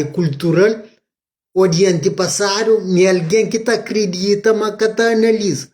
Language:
Kabuverdianu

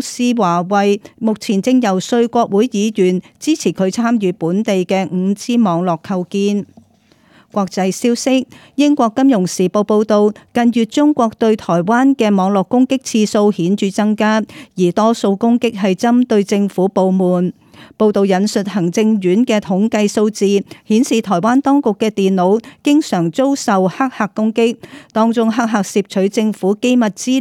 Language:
Cantonese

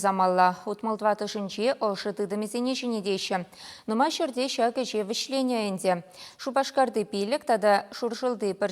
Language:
Chuvash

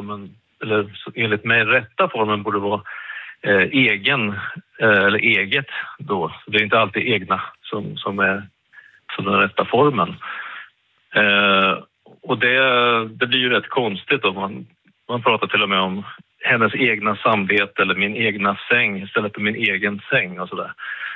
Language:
Swedish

